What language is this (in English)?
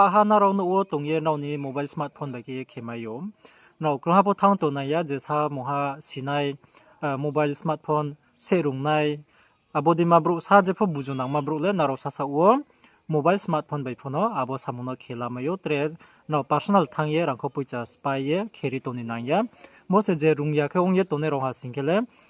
Riang (India)